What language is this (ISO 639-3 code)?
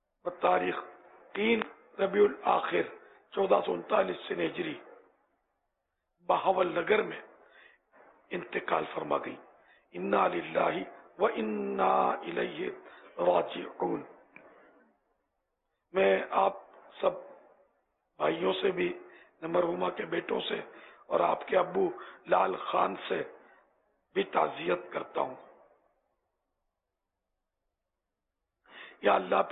urd